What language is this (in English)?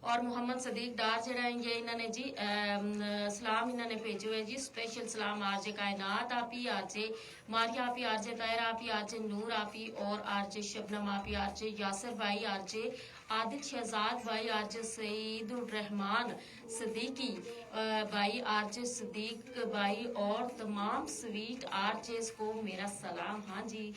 Gujari